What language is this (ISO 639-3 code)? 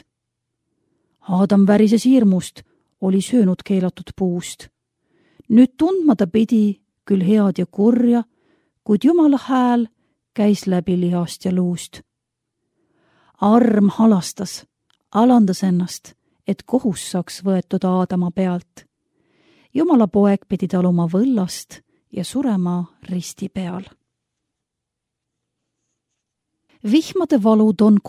est